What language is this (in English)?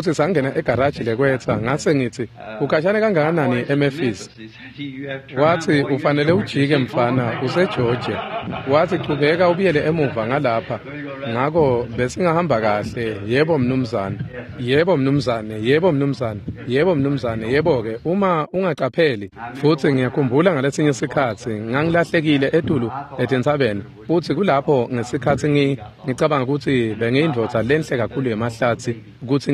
Swati